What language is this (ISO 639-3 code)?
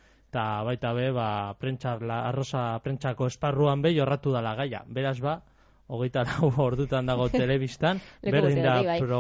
eus